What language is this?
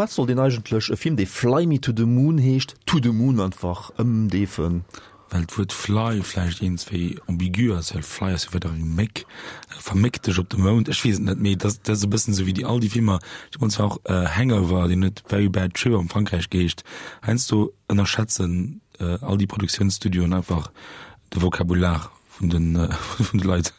Luxembourgish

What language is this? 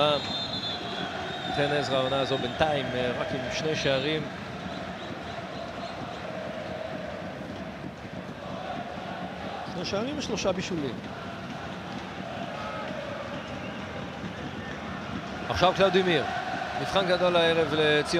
Hebrew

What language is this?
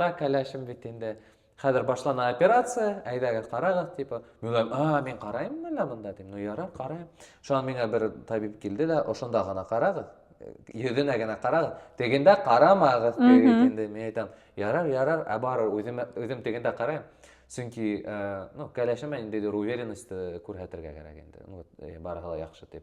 Bashkir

